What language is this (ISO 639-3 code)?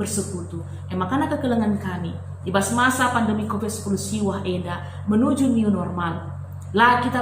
btx